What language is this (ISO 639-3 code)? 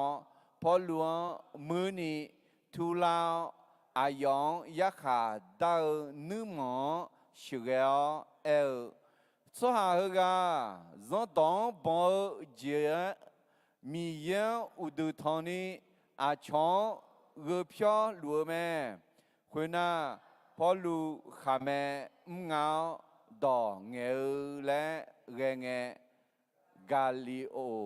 ahk